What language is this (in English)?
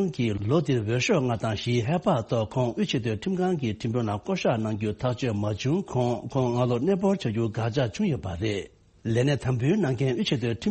Tibetan